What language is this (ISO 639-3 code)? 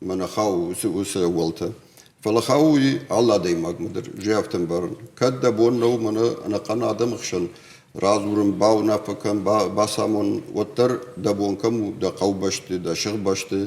oss